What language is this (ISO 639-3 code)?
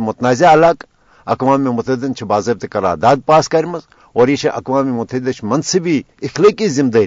kas